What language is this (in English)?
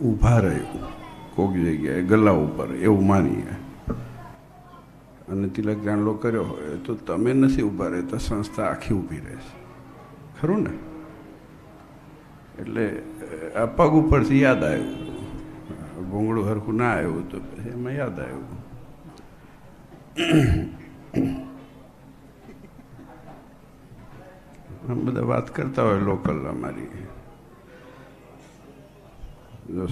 Gujarati